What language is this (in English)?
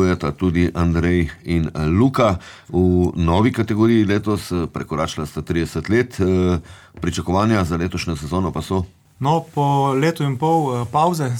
Slovenian